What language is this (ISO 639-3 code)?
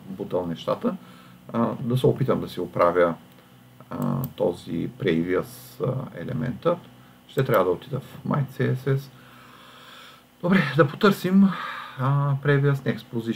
bul